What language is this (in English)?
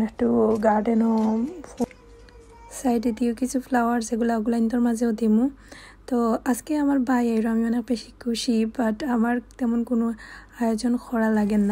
Sylheti